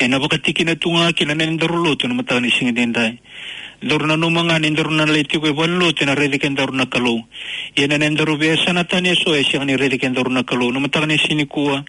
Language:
Fijian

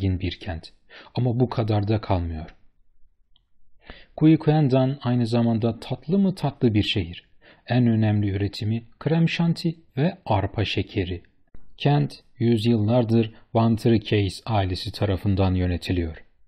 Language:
Turkish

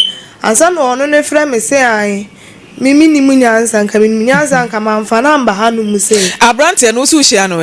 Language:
Akan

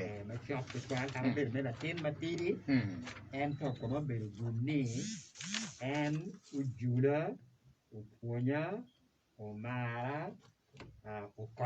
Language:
Acoli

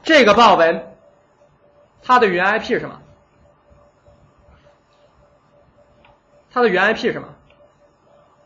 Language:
Chinese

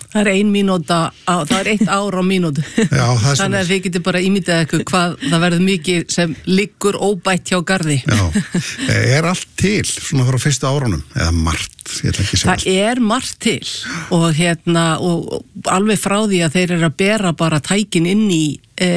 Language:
Icelandic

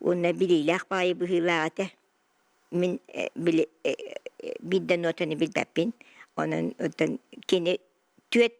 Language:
Yakut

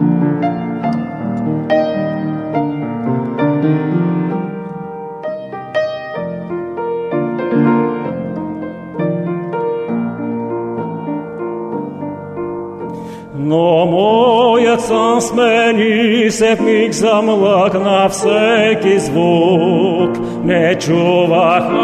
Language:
Bulgarian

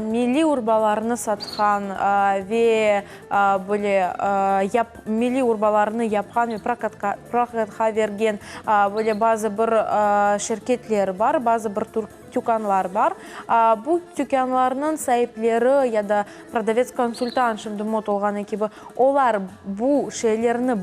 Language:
Crimean Tatar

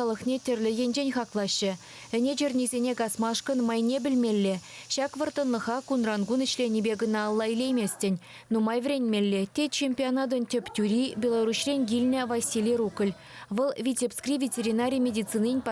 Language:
Chuvash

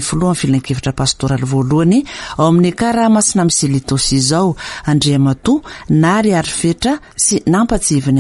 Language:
Malagasy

